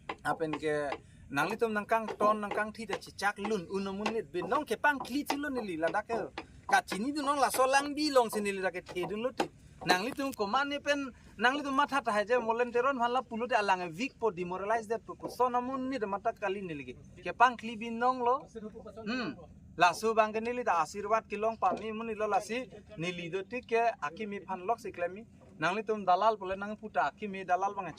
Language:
Karbi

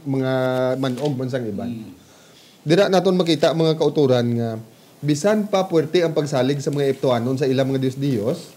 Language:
Hiligaynon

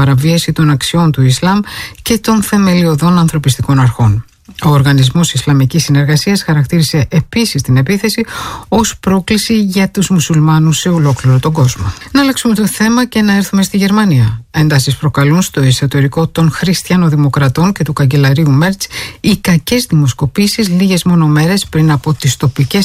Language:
Greek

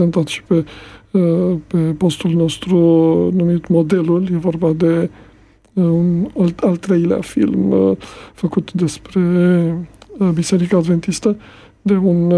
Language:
Romanian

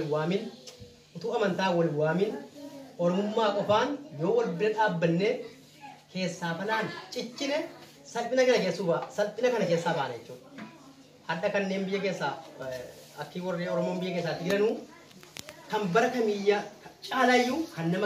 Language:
Oromo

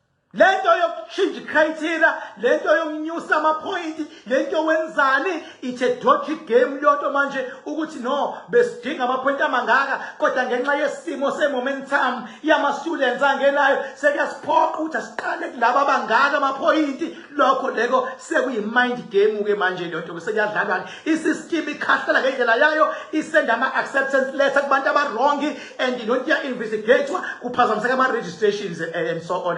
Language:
Zulu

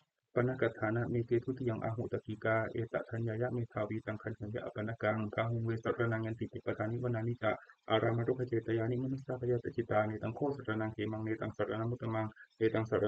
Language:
Pali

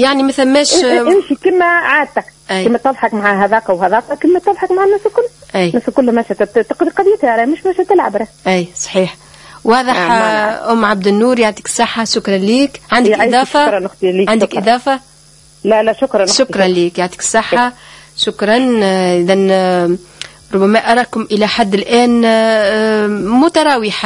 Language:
Tunisian Arabic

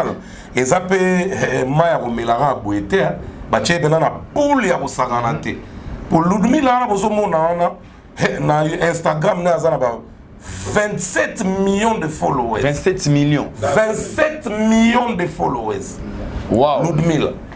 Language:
Lingala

